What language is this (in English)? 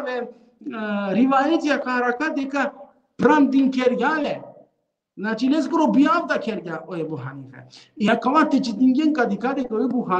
Balkan Romani